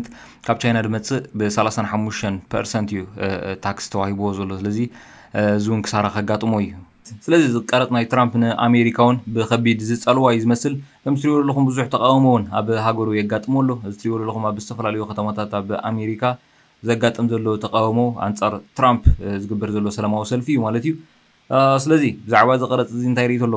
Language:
Tigrinya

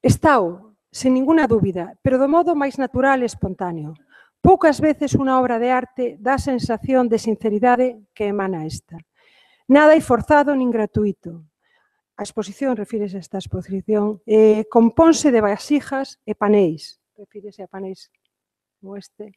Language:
Galician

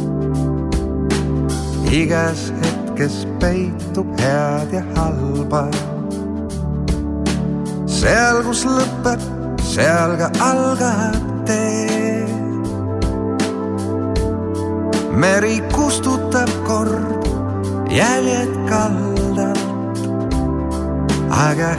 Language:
Estonian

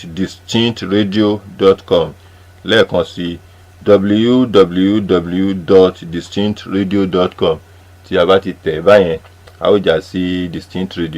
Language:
Yoruba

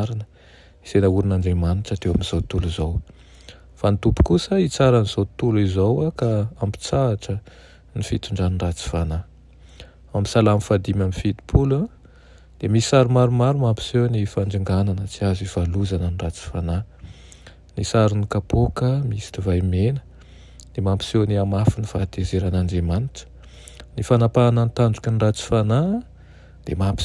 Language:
Malagasy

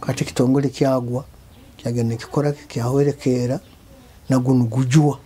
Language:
Nyoro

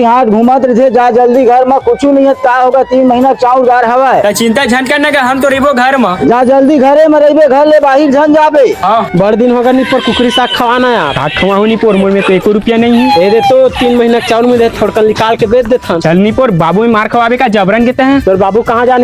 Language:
Chhattisgarhi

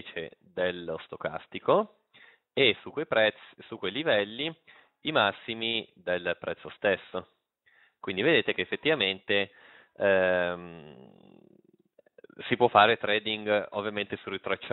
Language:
Italian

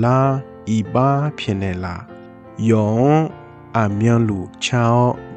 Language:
Akha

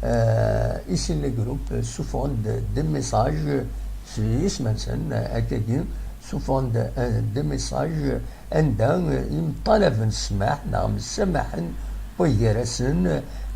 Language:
Kabyle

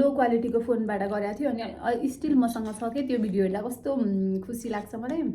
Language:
Nepali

